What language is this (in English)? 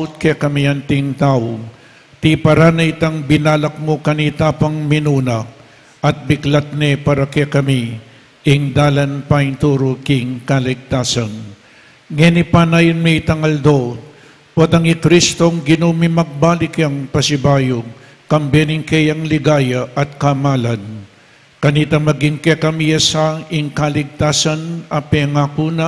Pampanga